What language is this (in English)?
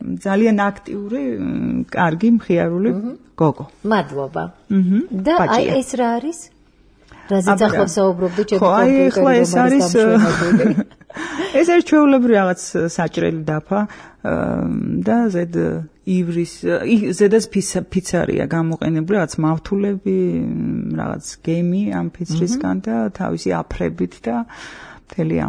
Georgian